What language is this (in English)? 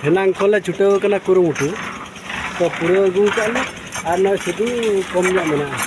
Santali